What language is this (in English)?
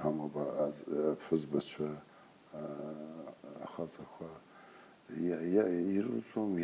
Abkhazian